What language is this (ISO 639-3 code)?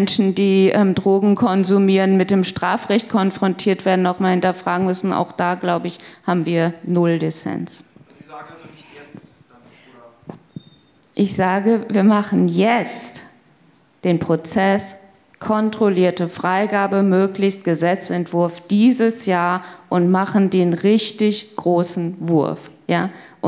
deu